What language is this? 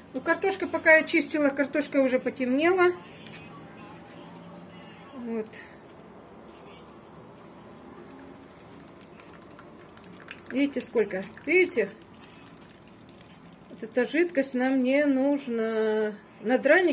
Russian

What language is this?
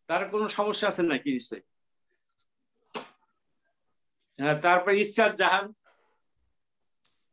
Bangla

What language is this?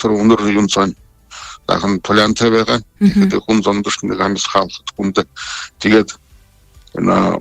Buriat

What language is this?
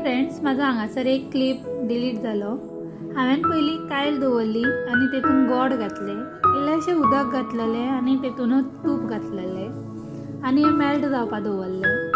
Konkani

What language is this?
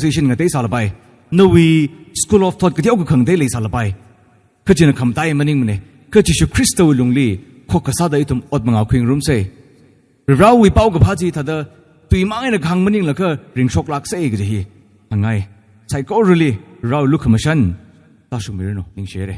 Tangkhul Naga (India)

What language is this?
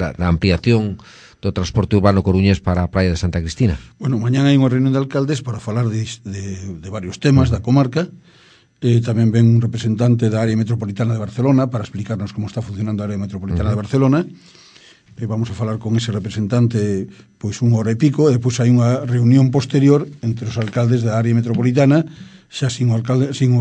Galician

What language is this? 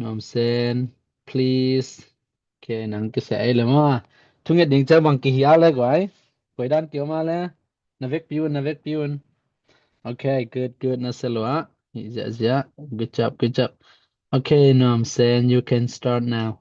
Tedim Chin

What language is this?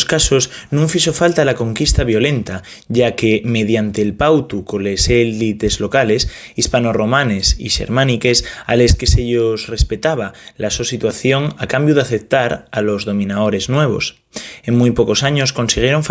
Asturian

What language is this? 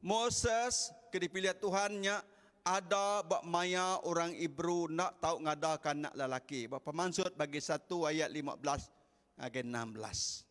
Iban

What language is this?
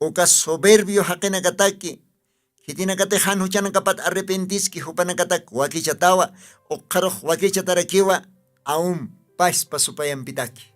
Aymara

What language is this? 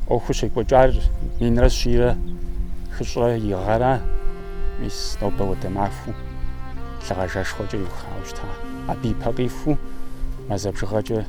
Kabardian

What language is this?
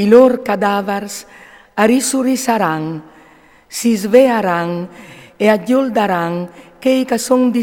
Friulian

